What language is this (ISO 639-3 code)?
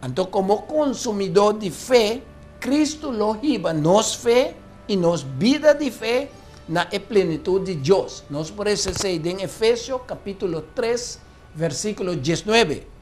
pap